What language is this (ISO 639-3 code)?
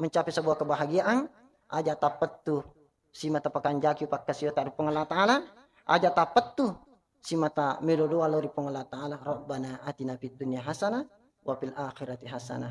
bug